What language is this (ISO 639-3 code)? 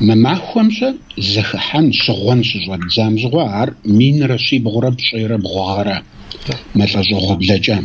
kbd